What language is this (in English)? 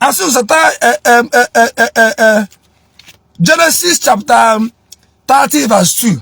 Igbo